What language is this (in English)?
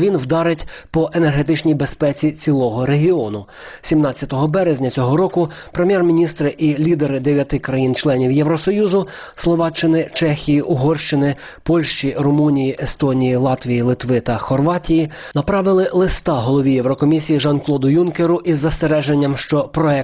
Ukrainian